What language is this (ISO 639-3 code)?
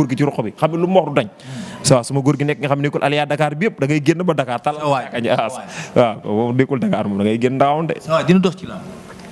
wol